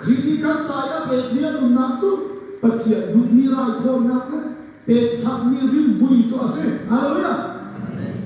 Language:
Hakha Chin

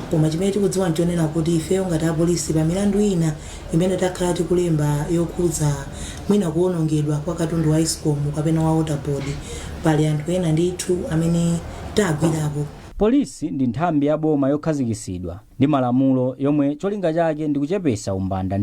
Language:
Nyanja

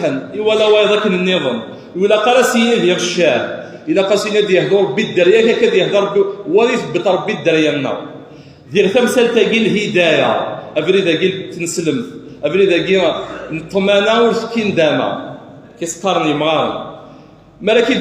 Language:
Kabyle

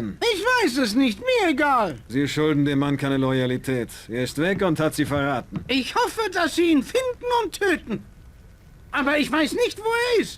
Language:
Bavarian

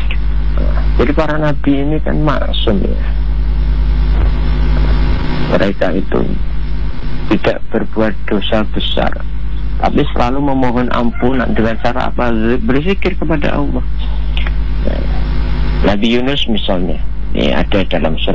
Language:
Indonesian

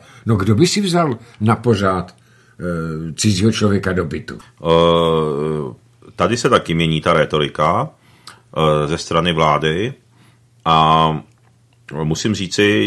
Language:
Czech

